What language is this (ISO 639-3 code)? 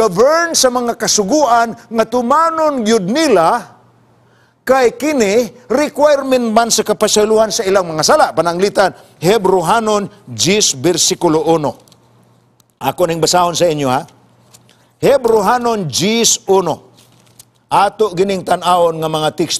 ceb